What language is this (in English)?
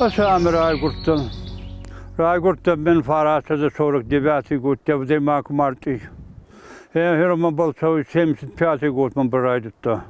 Ossetic